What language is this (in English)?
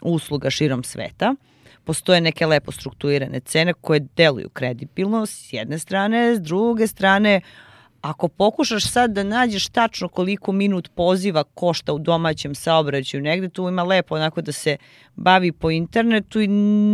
Serbian